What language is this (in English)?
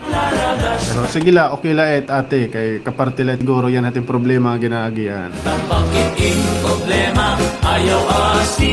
Waray